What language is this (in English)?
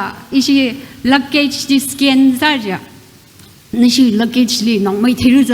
Tangkhul Naga (India)